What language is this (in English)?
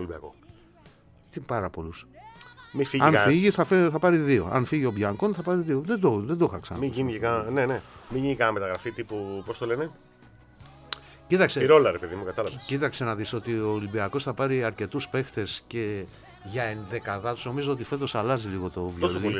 Greek